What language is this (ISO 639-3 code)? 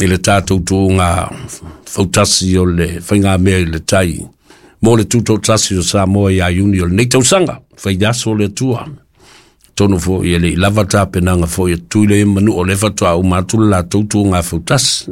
smo